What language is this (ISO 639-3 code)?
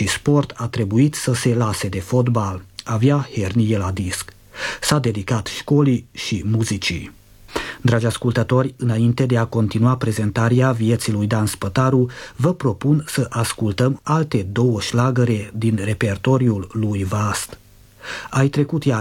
ron